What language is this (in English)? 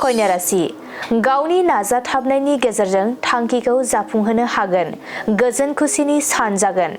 Bodo